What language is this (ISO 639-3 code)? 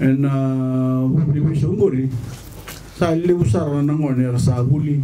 fij